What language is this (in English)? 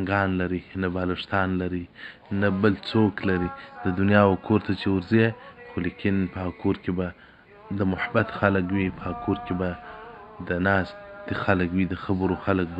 Pashto